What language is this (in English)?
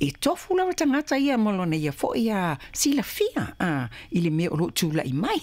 Samoan